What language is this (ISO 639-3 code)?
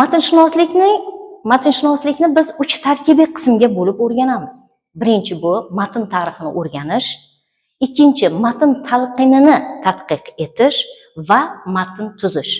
uzb